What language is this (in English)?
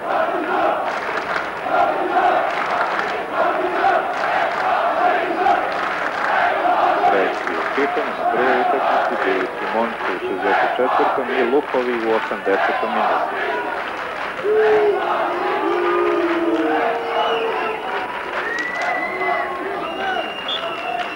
Serbian